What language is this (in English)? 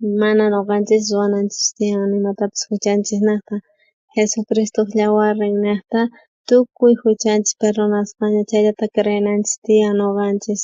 South Bolivian Quechua